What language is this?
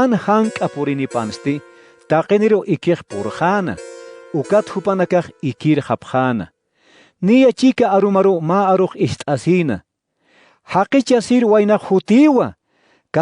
Aymara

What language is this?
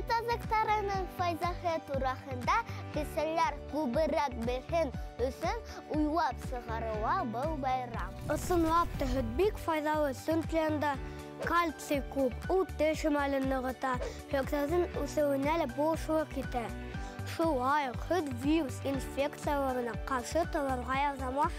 Bashkir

